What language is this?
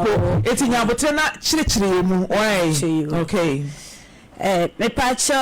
Akan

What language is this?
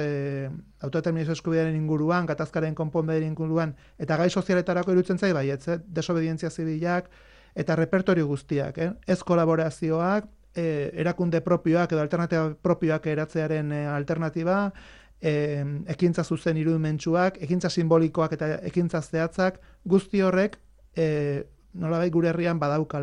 Basque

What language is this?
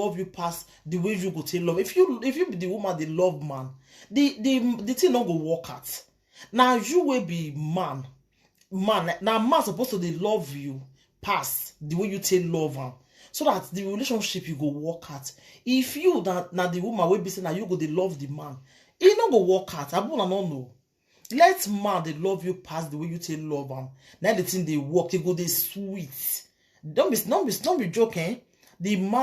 Nigerian Pidgin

